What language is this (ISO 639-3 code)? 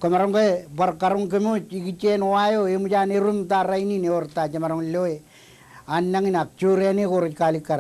mah